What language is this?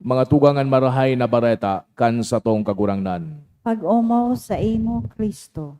Bikol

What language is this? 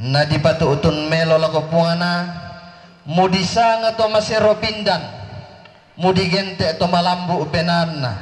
Toraja-Sa'dan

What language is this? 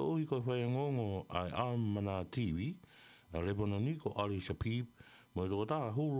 Tongan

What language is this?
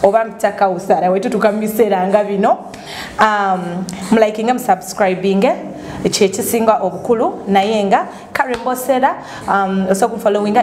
Ganda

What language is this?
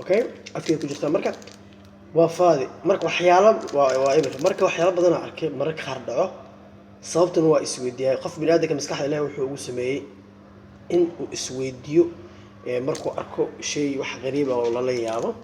Somali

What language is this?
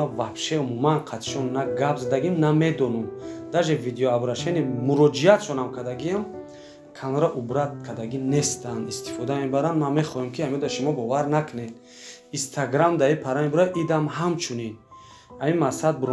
Tajik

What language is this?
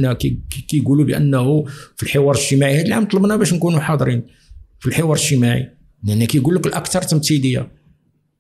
Moroccan Arabic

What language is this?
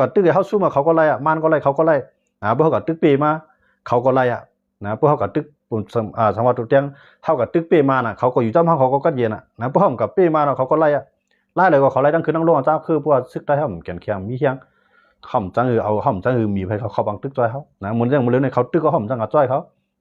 Shan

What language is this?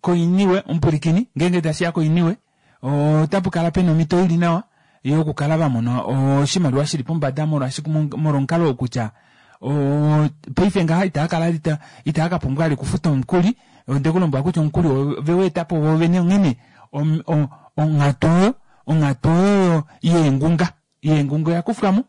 Kuanyama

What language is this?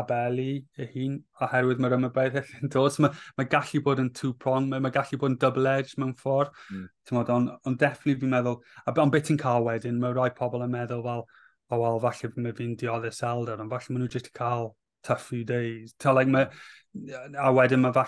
Welsh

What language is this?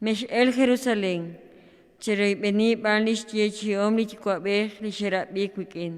Kekchí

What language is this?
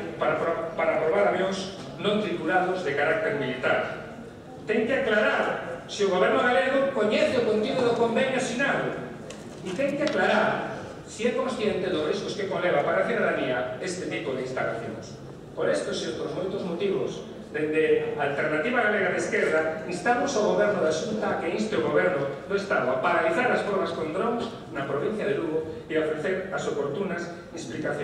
Galician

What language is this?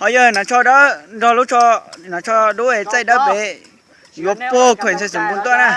Hmong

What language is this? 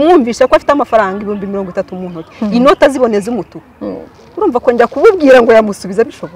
Kinyarwanda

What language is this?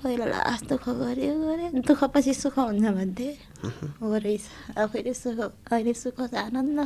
Nepali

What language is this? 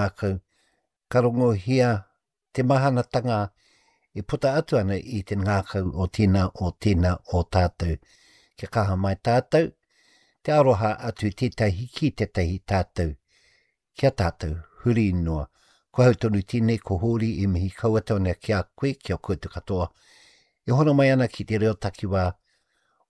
Māori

